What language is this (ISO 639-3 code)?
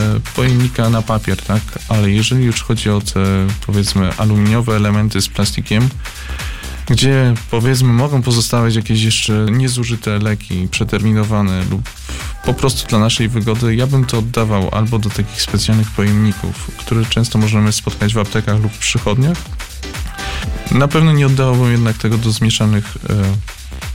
pol